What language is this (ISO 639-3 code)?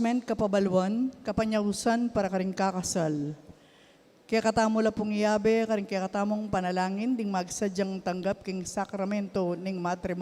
pam